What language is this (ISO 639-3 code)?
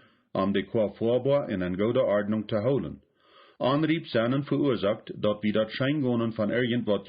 pdt